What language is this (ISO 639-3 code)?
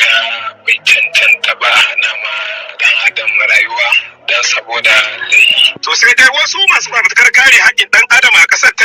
hau